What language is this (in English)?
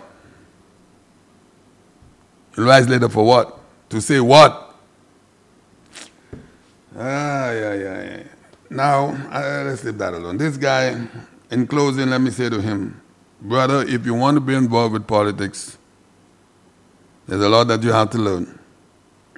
English